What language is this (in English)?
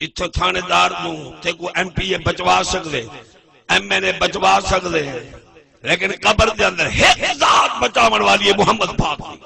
Saraiki